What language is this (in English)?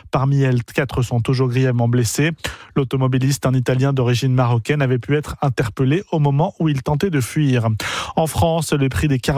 French